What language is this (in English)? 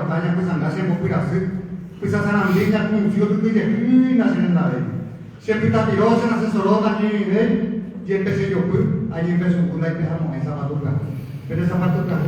Guarani